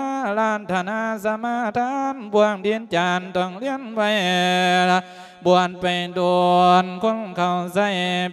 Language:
Lao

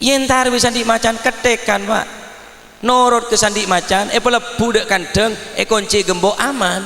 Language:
Madurese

